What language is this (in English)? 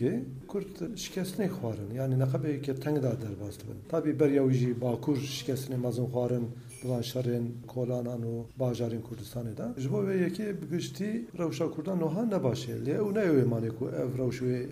Kurdish